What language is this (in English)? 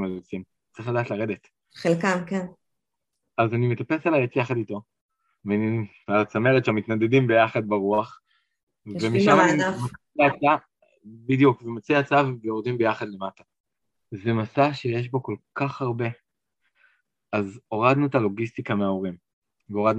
Hebrew